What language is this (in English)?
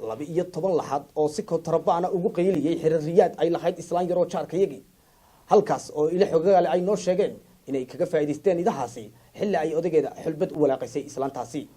Somali